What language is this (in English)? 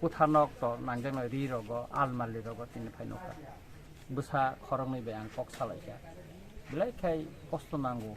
Kok Borok